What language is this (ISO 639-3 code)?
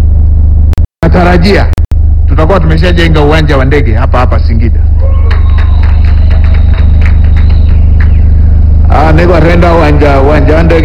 swa